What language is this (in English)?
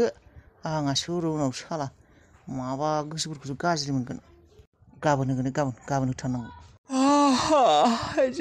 Bodo